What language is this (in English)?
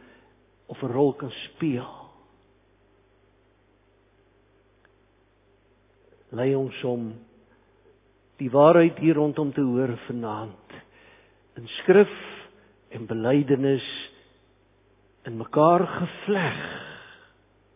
Afrikaans